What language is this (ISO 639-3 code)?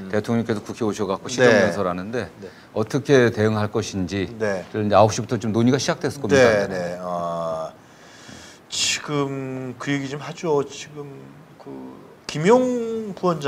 kor